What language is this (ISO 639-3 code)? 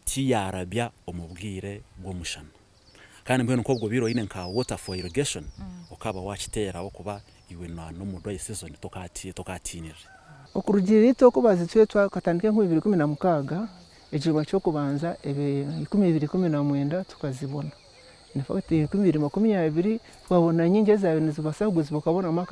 nyn